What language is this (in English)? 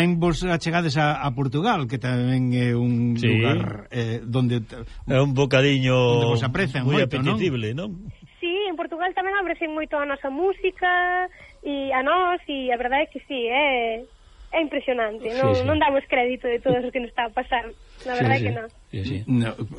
Galician